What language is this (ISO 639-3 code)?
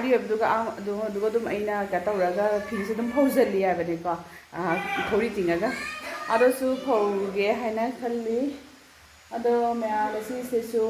mni